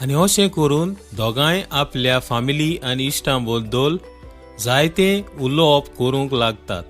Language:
Konkani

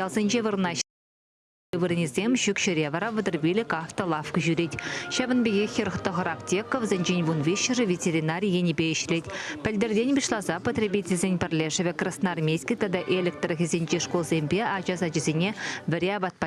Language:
Chuvash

